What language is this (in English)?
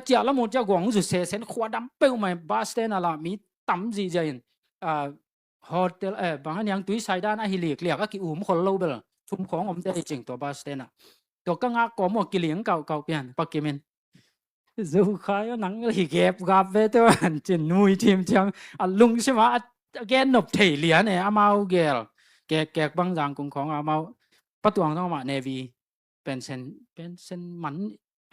Tedim Chin